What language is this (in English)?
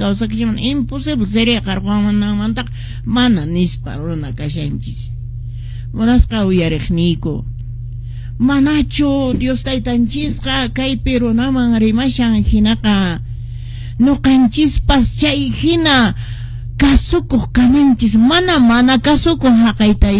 Quechua